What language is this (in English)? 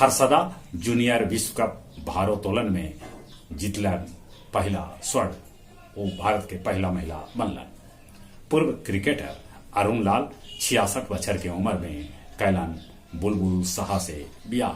Magahi